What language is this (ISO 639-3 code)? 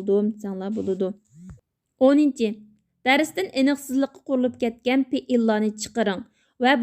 uig